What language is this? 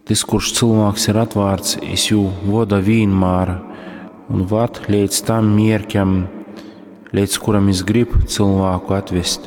Latgalian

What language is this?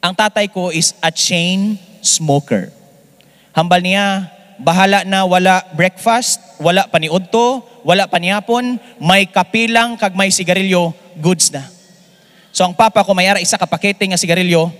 Hiligaynon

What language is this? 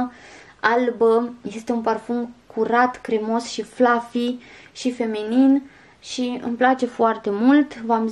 Romanian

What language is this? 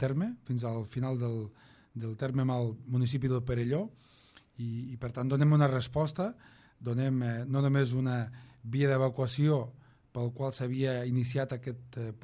Catalan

